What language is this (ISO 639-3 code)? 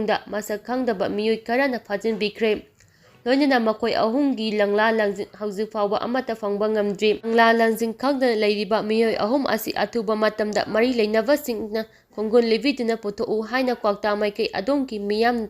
mni